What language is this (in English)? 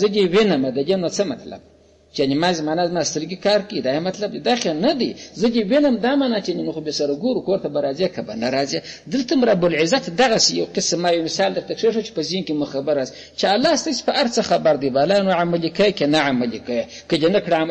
Pashto